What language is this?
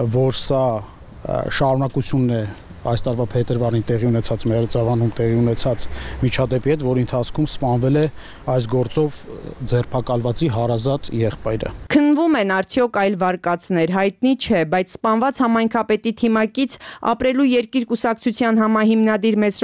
Armenian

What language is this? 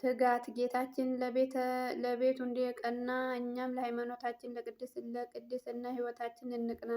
Amharic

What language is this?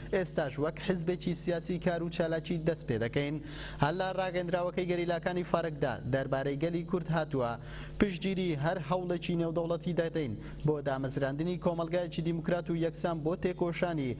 Central Kurdish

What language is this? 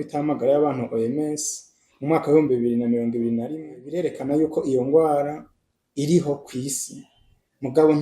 Rundi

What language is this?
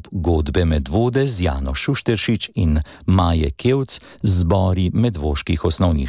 Slovenian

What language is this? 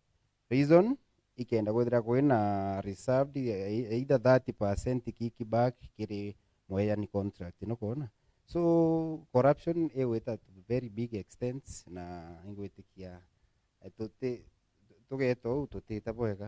Meru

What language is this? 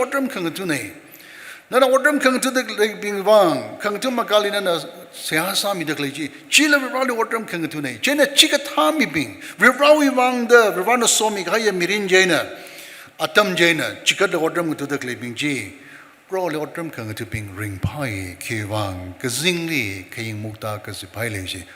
Tangkhul Naga (India)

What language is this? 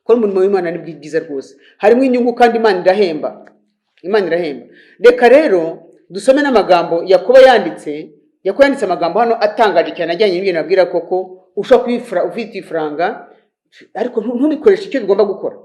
Kinyarwanda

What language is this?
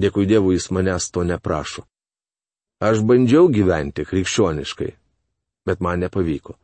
Lithuanian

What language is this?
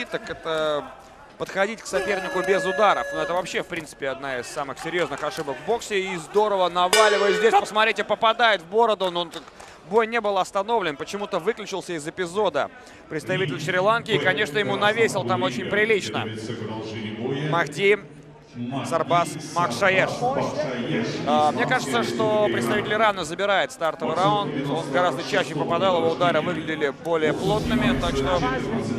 Russian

